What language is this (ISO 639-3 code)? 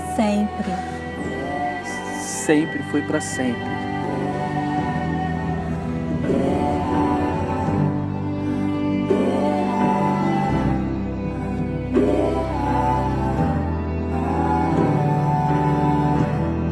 por